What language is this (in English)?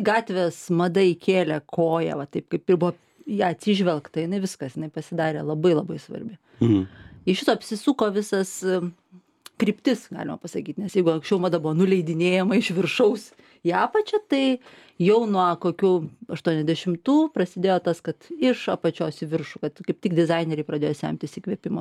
Lithuanian